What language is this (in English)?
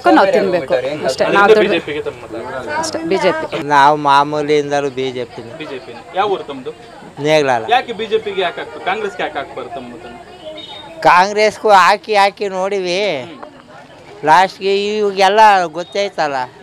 Kannada